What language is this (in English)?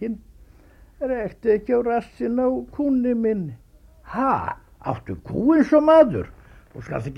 Icelandic